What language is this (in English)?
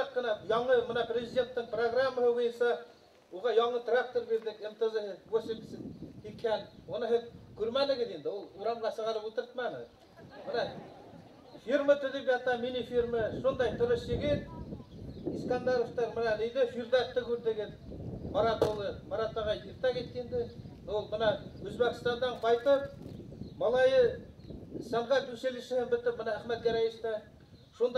Bashkir